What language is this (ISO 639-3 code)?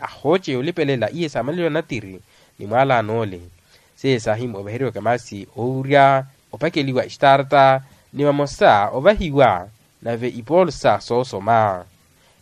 vmw